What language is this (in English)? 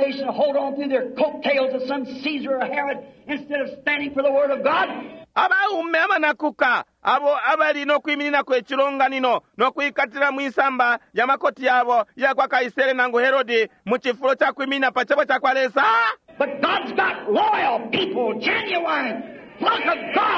Bemba